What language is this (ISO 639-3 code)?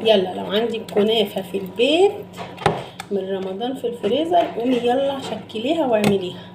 arz